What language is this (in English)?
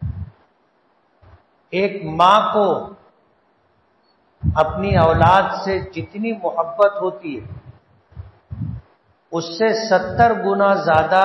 Urdu